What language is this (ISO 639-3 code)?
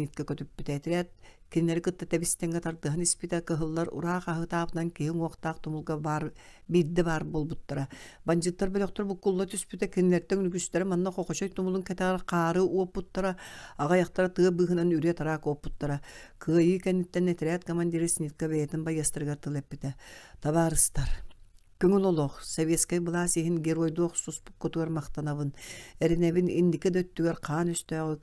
sah